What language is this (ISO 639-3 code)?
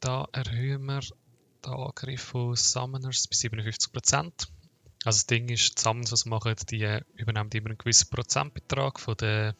gsw